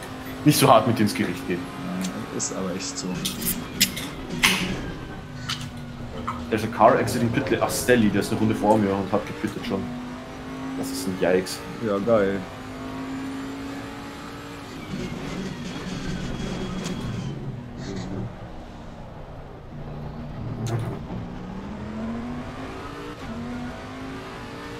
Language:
German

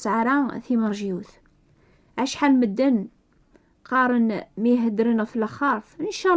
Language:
Kabyle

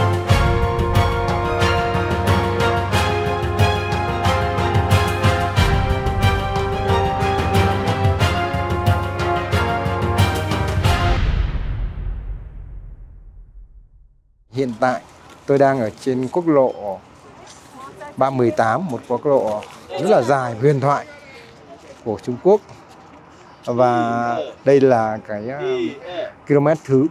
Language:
Vietnamese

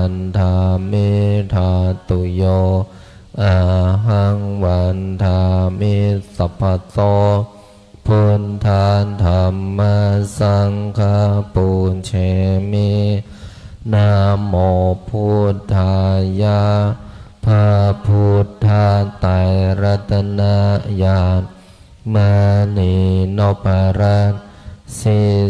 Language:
Pali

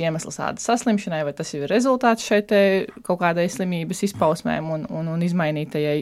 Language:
Latvian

